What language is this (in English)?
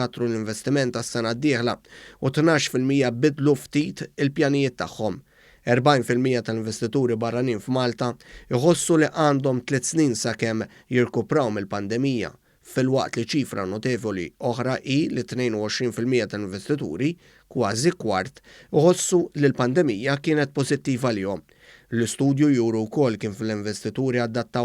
Maltese